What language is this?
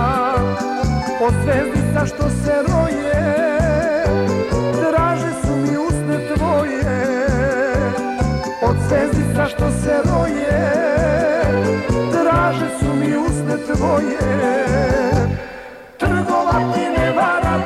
Serbian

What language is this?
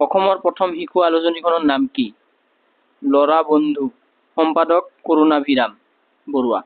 Assamese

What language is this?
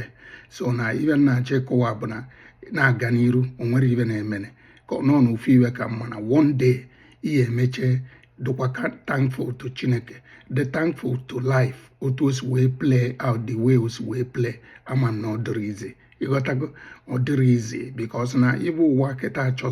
Igbo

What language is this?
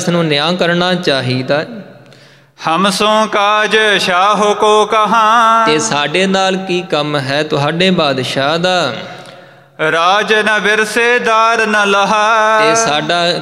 Punjabi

